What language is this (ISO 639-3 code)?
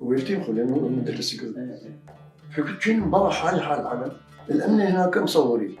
acm